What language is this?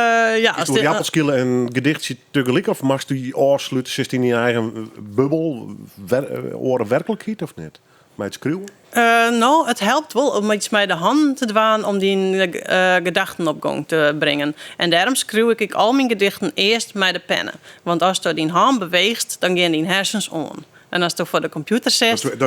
Western Frisian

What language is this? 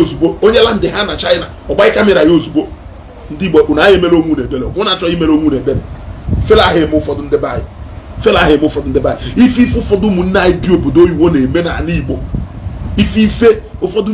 Igbo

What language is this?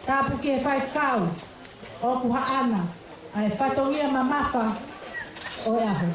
Tongan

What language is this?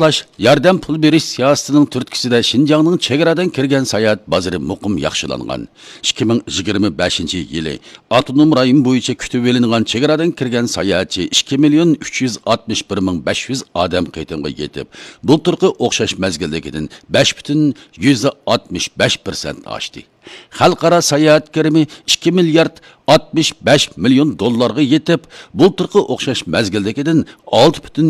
Uyghur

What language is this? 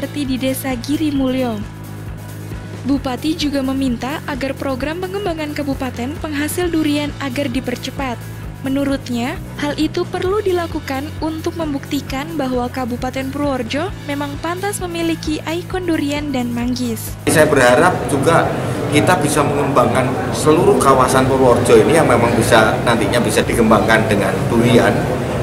Indonesian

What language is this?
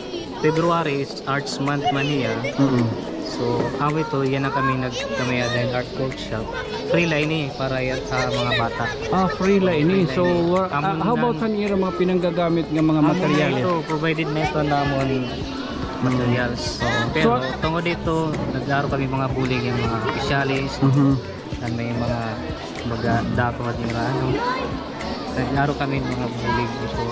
Waray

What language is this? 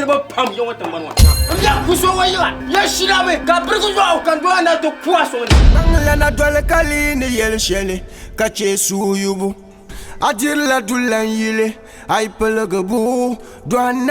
Dagbani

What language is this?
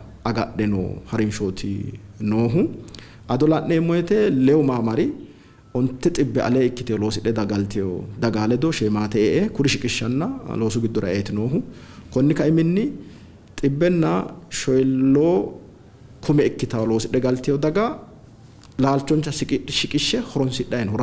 Sidamo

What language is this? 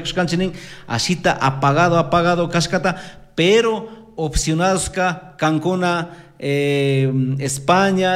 Chimborazo Highland Quichua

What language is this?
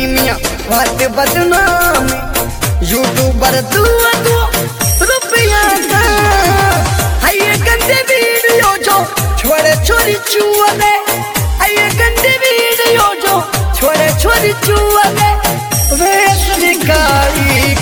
Bhojpuri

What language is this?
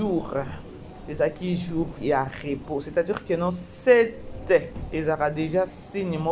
Lingala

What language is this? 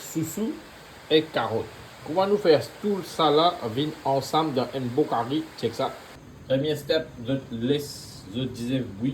Morisyen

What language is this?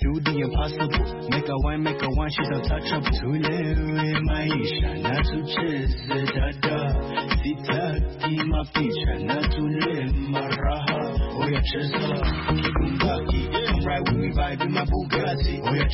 Swahili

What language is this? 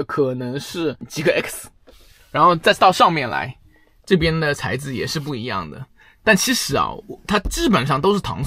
Chinese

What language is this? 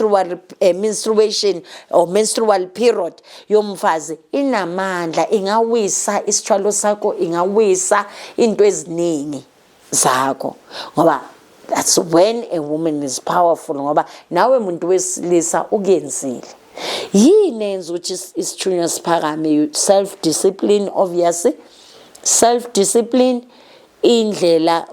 Zulu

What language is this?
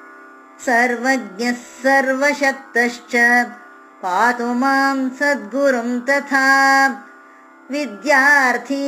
Kannada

